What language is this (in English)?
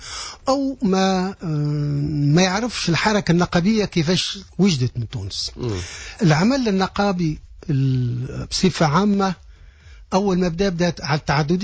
Tunisian Arabic